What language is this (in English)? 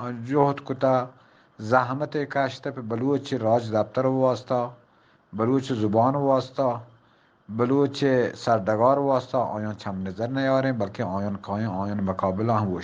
Eastern Balochi